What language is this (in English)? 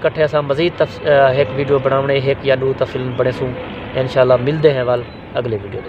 Saraiki